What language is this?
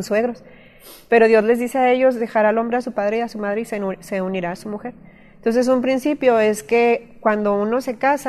Spanish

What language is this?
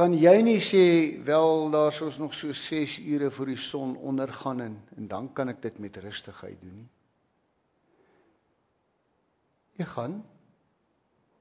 Afrikaans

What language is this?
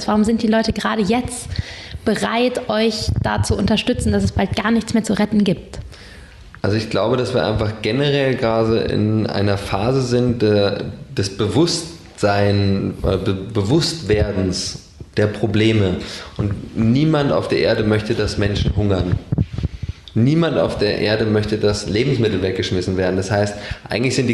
German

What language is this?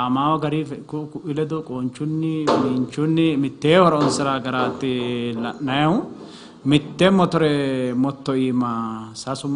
Sidamo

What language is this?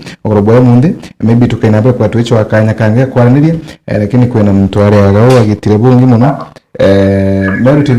Meru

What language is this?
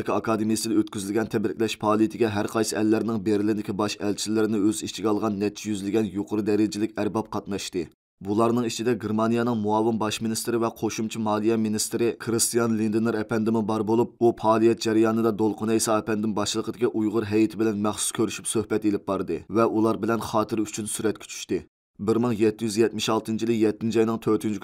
Uyghur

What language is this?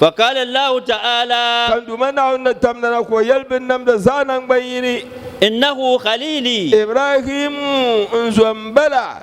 Dagbani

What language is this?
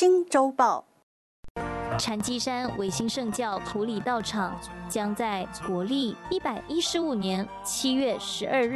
Chinese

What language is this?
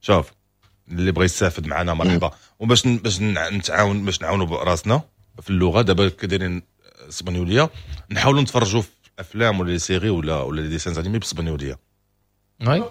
Moroccan Arabic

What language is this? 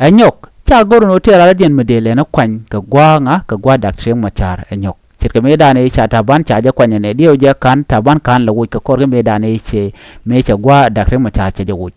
Nuer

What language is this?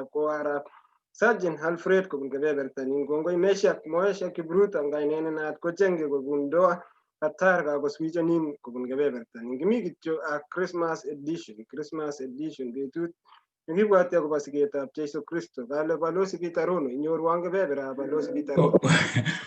Kalenjin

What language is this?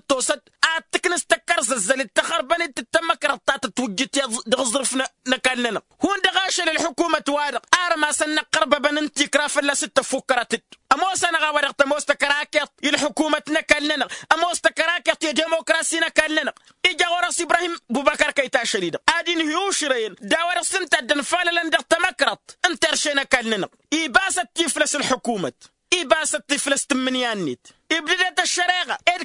Tamasheq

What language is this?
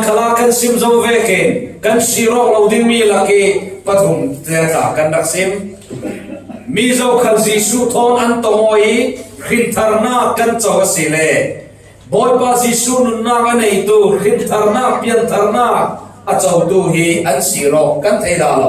Falam Chin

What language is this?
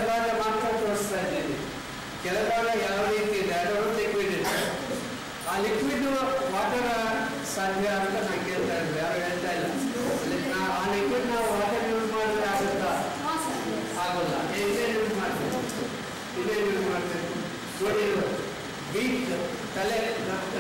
Kannada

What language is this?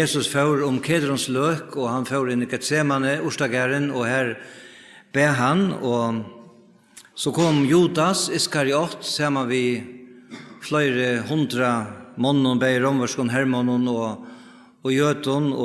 Faroese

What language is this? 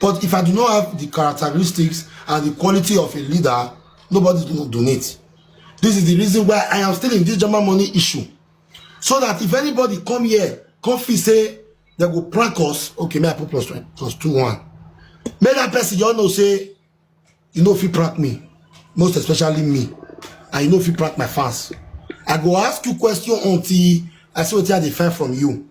Nigerian Pidgin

